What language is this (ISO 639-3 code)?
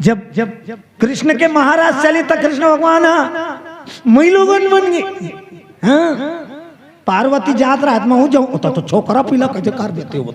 hne